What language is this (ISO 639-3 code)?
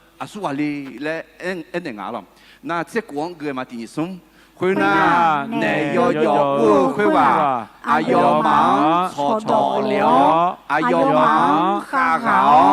ahk